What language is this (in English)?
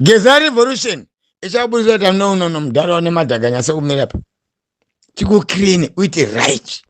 Shona